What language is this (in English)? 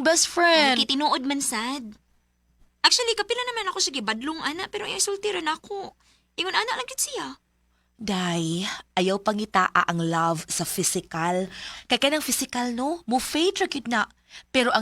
Cebuano